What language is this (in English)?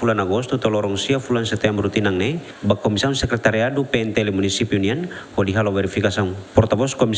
Tetum